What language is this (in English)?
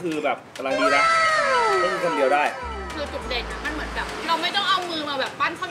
Thai